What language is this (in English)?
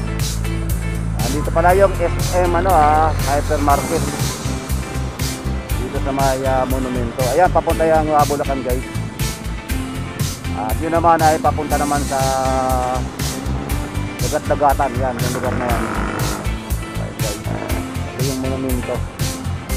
Filipino